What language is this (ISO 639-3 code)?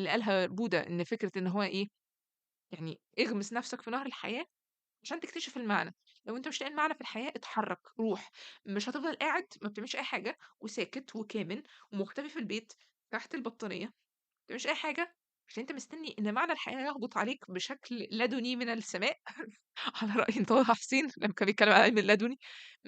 arz